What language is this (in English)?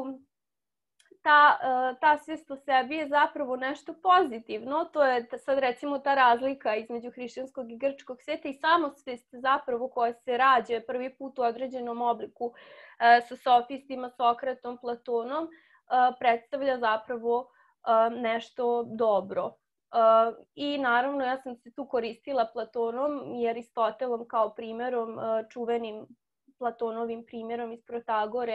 Serbian